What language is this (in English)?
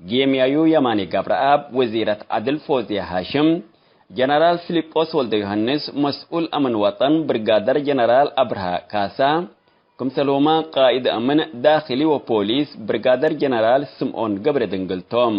Tigre